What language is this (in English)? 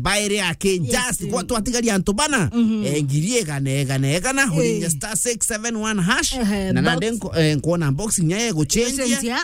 Meru